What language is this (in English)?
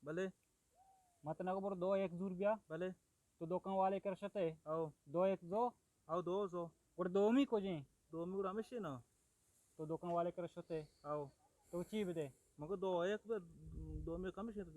Eastern Balochi